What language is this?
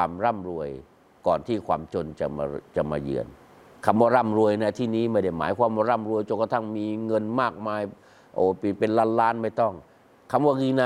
Thai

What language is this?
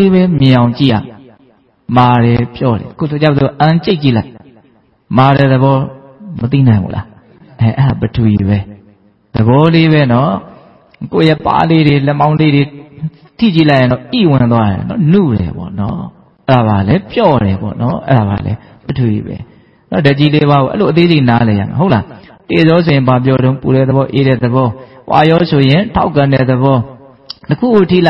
Burmese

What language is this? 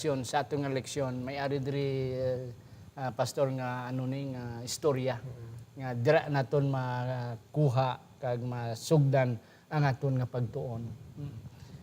Hiligaynon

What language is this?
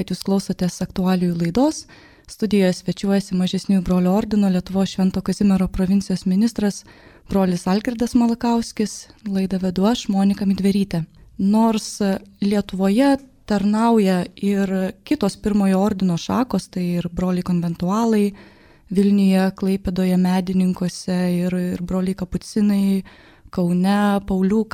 Lithuanian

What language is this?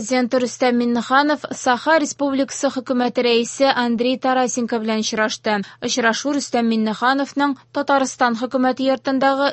Tatar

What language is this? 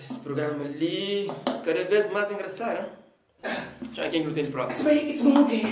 Kabuverdianu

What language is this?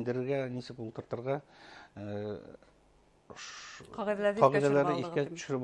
Bashkir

